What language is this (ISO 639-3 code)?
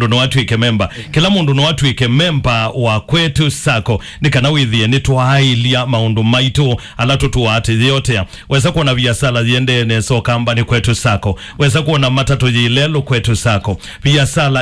kam